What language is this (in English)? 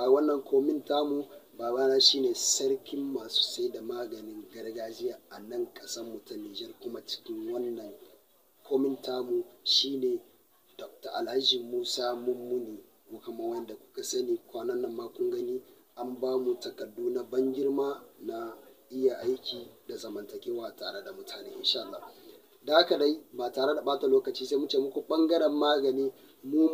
Hausa